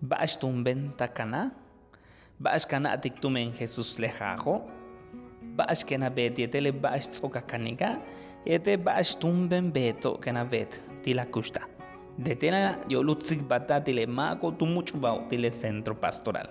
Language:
Yucateco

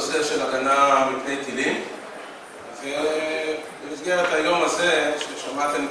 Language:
Hebrew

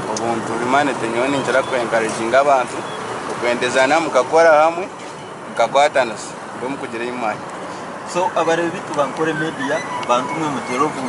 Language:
Nyankole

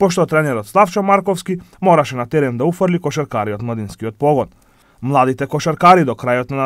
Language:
Macedonian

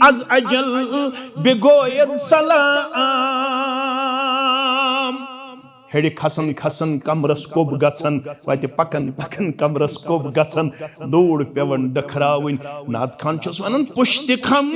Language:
Kashmiri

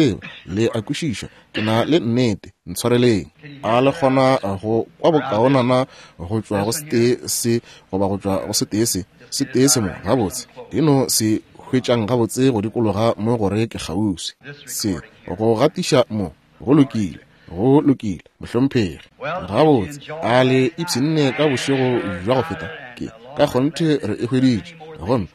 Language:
Northern Sotho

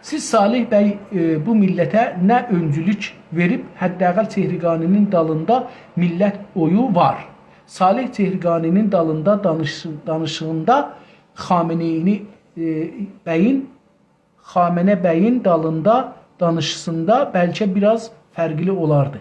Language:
South Azerbaijani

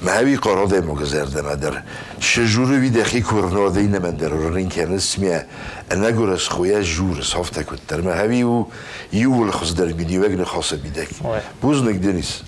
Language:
Ossetic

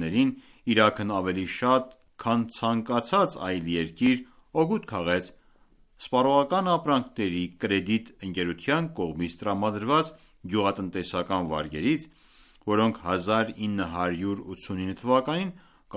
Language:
Armenian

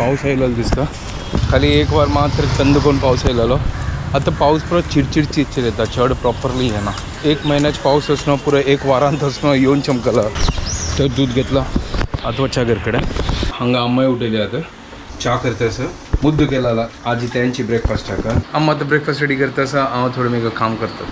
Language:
Konkani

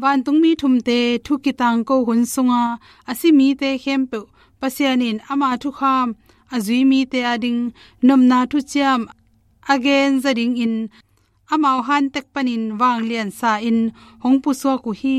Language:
Tedim Chin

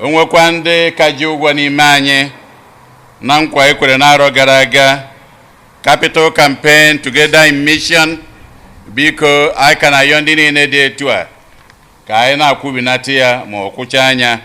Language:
Igbo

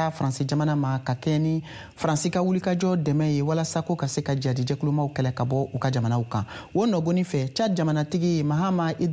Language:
Bambara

